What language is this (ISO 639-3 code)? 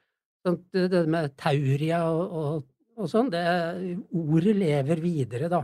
nor